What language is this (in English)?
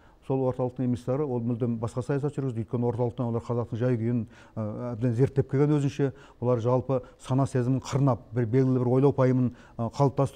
Kazakh